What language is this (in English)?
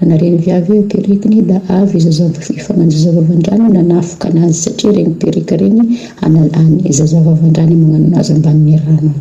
Malagasy